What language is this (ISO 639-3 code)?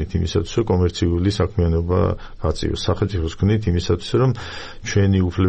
kat